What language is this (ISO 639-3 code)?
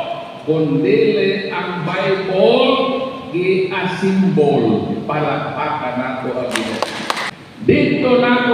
ceb